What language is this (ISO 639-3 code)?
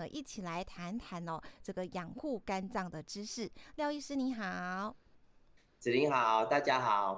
zho